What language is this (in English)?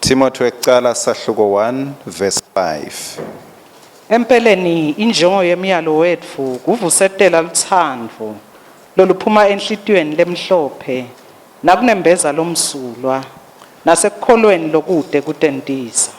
Swati